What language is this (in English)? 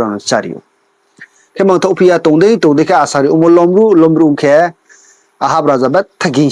Riang (India)